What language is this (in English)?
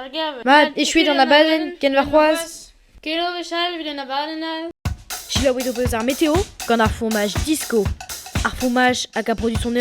Breton